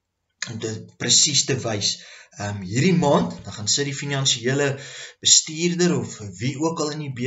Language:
Afrikaans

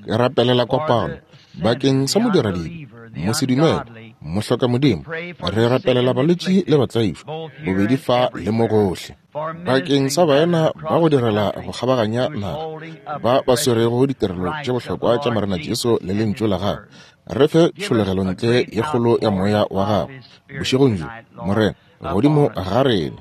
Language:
Northern Sotho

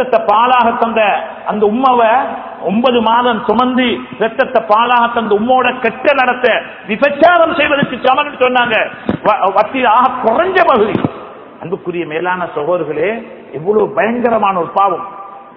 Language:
Tamil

